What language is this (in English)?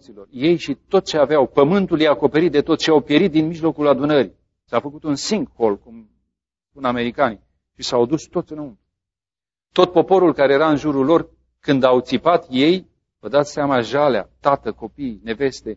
Romanian